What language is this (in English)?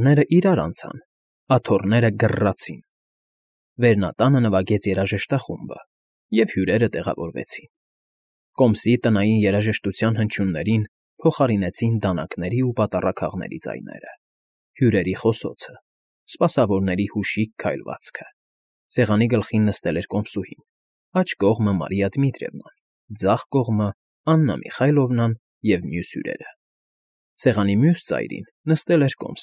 Armenian